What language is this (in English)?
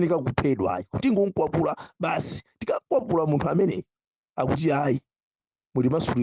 Nyanja